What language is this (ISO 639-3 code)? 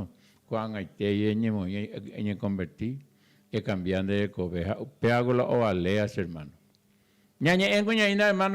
grn